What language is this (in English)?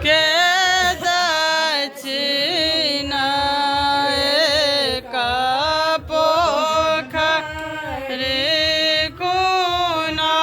Maithili